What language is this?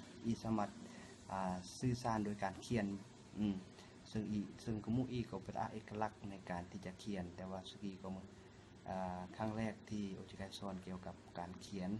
Lao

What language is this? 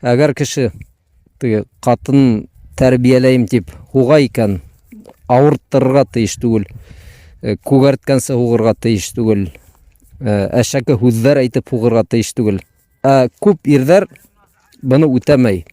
Bashkir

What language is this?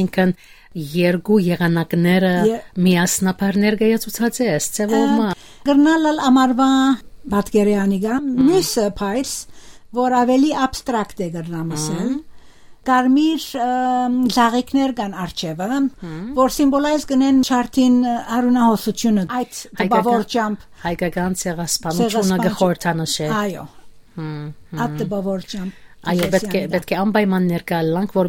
Western Armenian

